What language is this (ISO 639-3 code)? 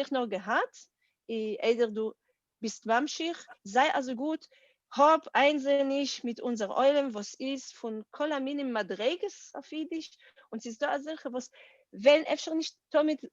yid